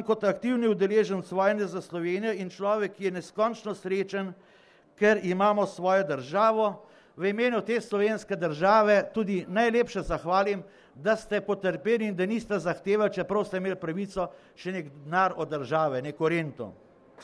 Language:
Slovenian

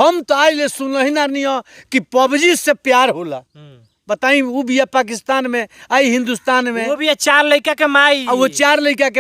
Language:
Bhojpuri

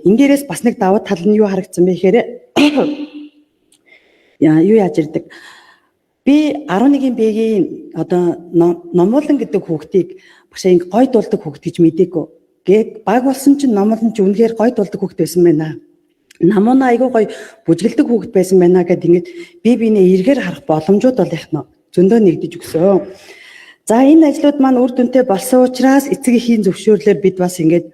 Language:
Mongolian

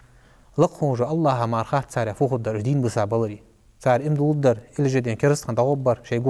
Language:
Ingush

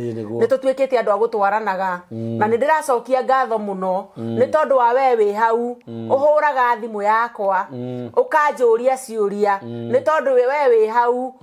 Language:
Kikuyu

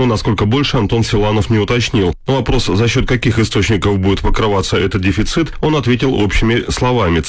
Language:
Russian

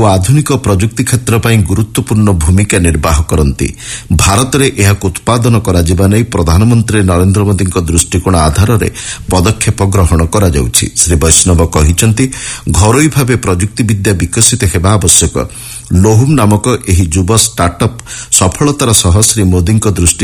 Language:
Odia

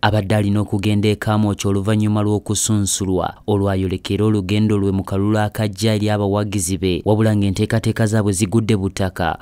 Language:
Ganda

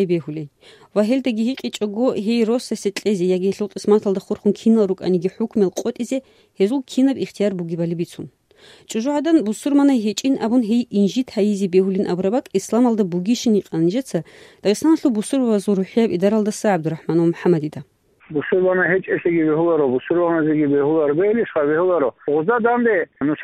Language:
Avaric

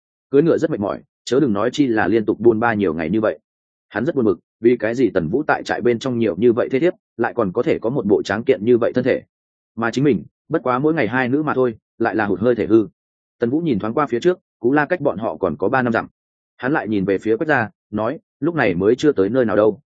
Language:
Vietnamese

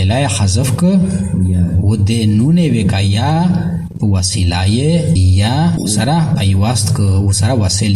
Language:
Pashto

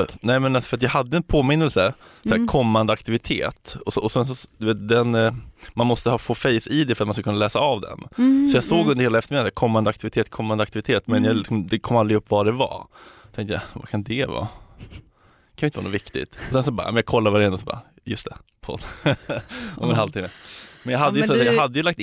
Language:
Swedish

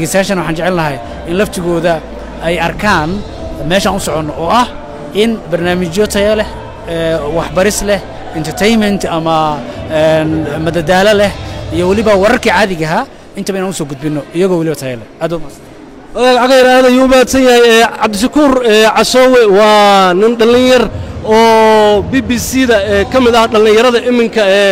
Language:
Somali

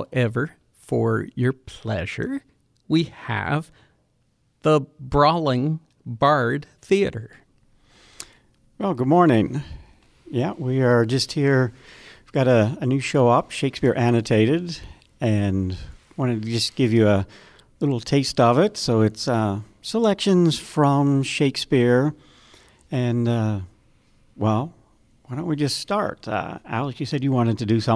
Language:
English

